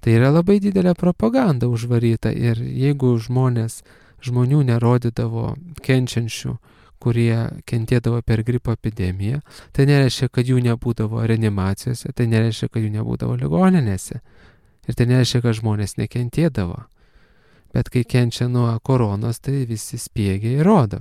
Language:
Lithuanian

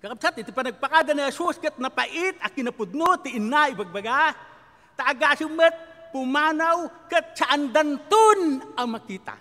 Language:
Iloko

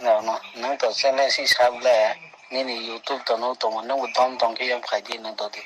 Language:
Kok Borok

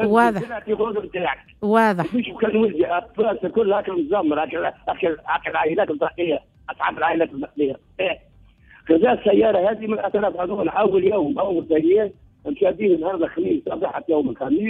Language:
Tunisian Arabic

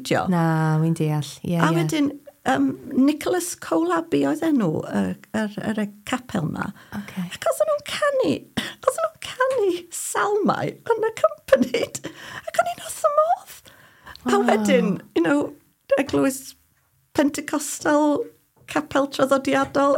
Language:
Welsh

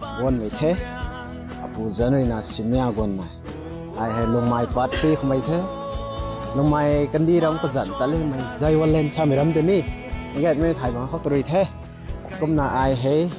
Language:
Rongmei Naga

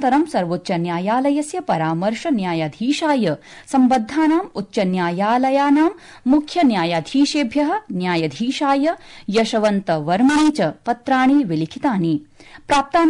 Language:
Sanskrit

